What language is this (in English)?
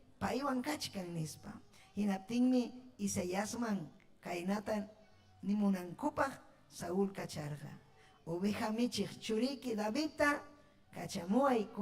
Ayacucho Quechua